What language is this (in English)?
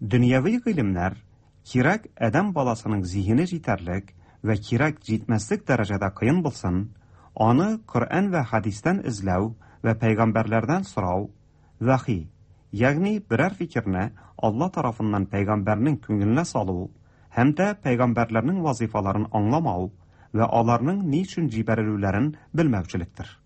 Tatar